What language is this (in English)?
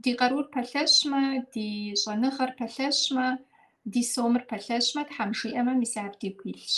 Kabardian